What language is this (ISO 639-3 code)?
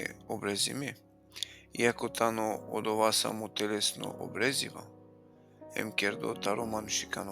rmn